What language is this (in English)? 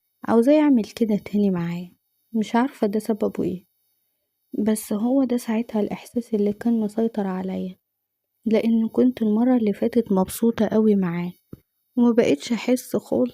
Egyptian Arabic